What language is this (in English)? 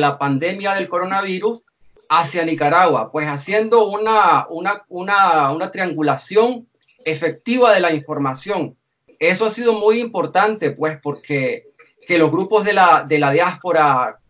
Spanish